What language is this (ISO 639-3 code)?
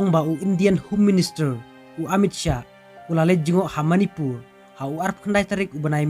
kha